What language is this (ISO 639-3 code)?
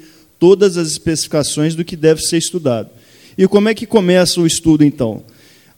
por